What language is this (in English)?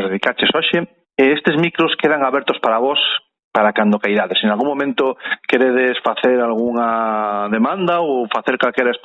Galician